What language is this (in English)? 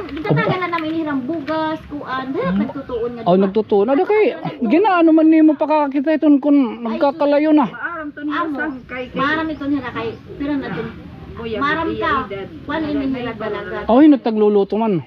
Waray